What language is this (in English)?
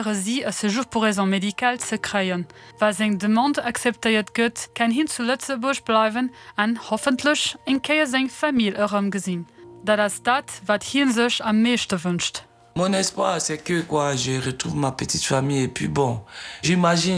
Luxembourgish